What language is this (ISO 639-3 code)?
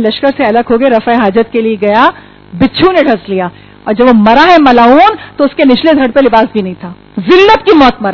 urd